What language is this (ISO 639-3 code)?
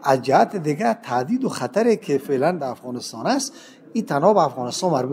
tgk